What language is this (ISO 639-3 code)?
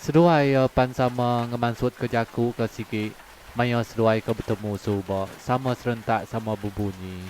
iba